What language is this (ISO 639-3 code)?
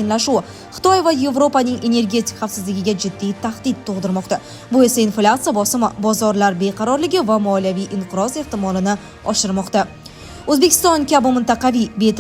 uzb